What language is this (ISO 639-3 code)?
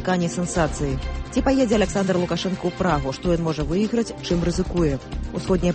bel